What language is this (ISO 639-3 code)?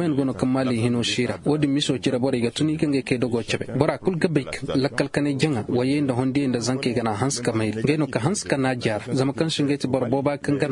ses